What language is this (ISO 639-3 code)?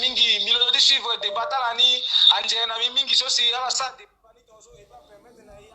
sag